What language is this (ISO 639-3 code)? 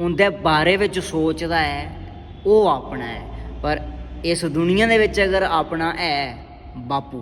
doi